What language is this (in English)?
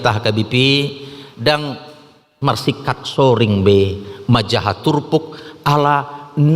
Batak Toba